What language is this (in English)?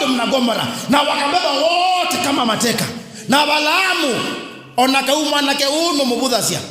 Kamba